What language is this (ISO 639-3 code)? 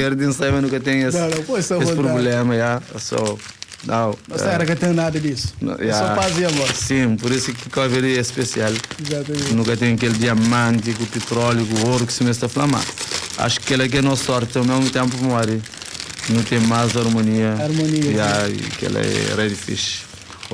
kea